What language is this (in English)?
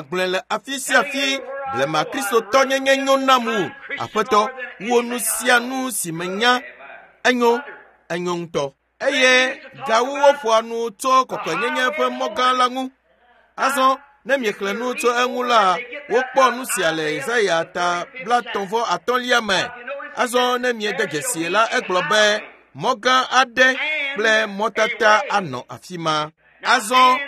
Ewe